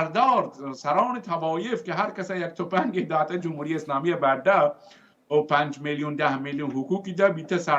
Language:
Baluchi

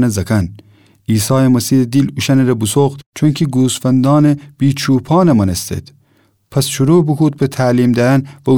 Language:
Gilaki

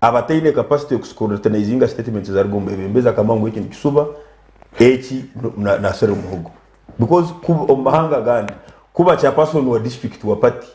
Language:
Nyankole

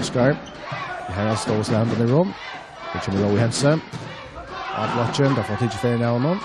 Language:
Faroese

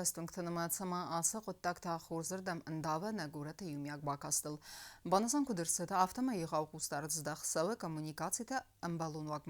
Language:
Ossetic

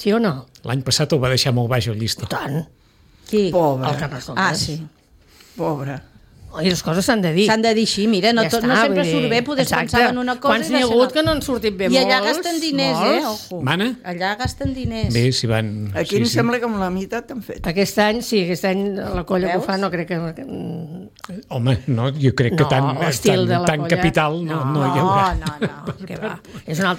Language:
Catalan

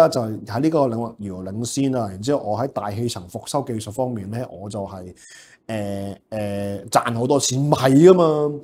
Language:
Cantonese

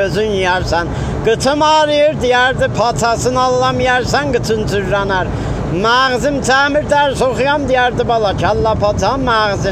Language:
South Azerbaijani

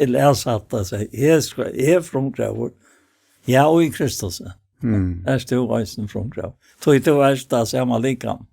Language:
Faroese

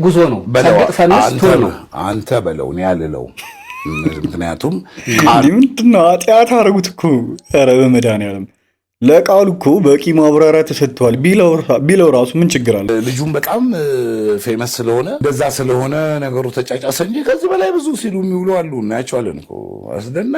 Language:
Amharic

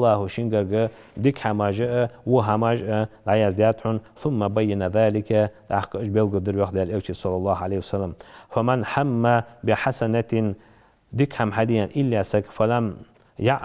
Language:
Ingush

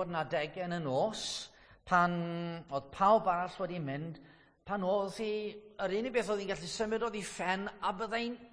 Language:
Welsh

